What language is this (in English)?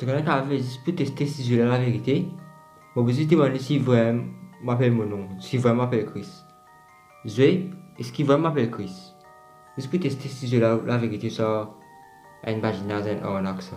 Morisyen